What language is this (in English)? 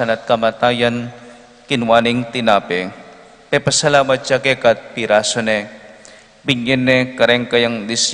Pampanga